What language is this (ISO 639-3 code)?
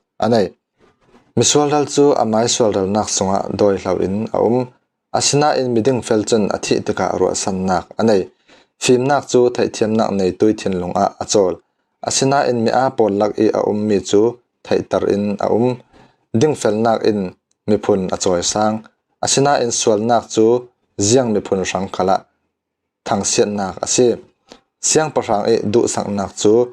cfm